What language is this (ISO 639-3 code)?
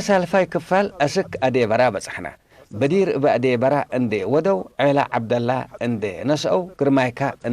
tig